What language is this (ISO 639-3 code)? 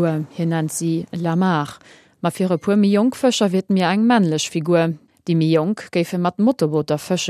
ltz